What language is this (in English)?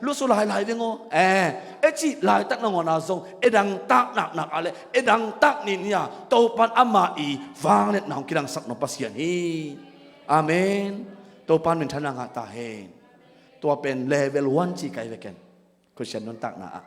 Tedim Chin